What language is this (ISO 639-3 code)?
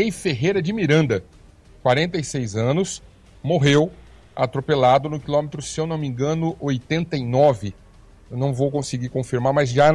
por